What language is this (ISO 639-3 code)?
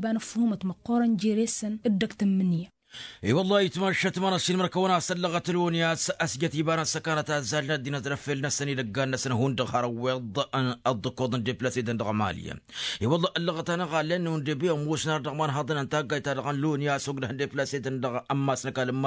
taq